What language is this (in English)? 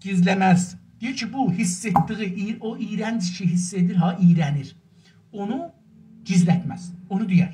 South Azerbaijani